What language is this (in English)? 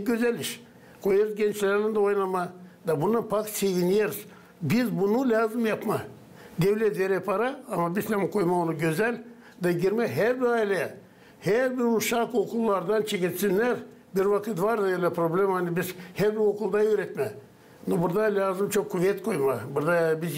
Gagauz